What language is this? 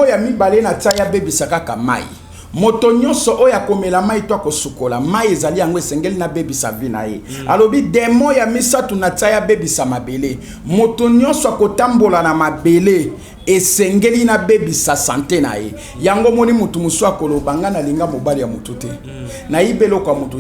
Lingala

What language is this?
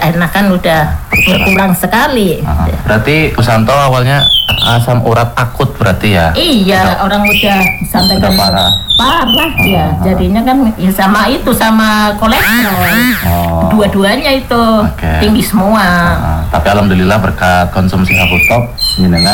Indonesian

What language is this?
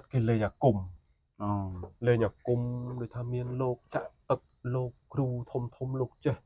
Khmer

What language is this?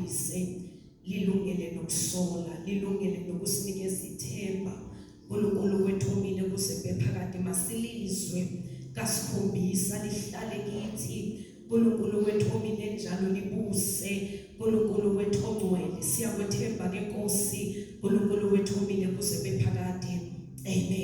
Zulu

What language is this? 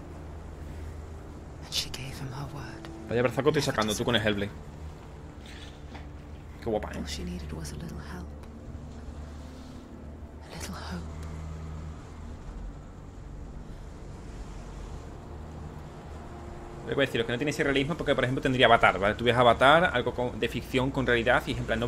Spanish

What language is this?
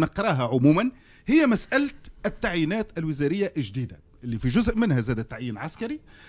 Tunisian Arabic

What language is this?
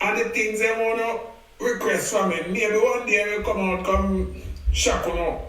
Jamaican Creole English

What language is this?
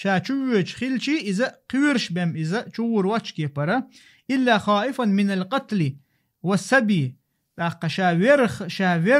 Chechen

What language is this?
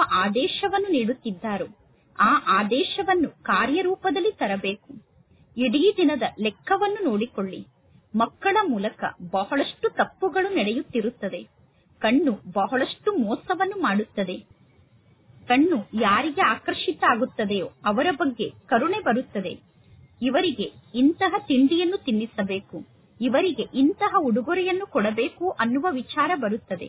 Kannada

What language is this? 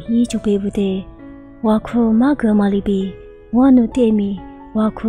Lisu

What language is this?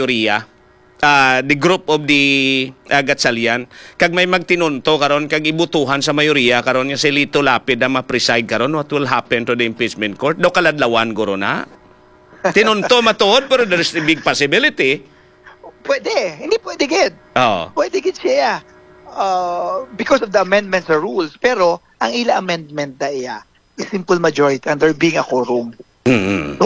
Hiligaynon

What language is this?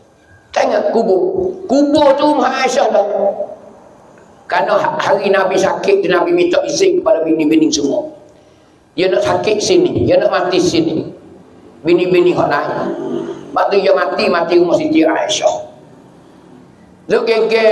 Pattani Malay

